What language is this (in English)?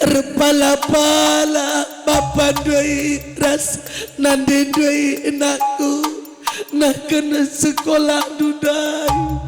Batak Karo